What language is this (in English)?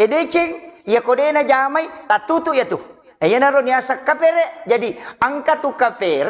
Buginese